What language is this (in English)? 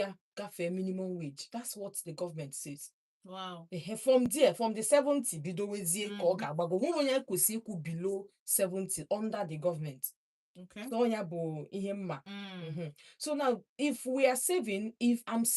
Igbo